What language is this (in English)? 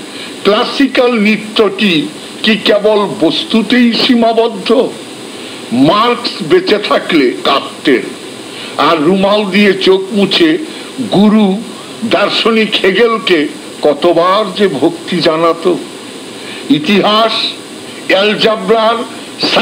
Bangla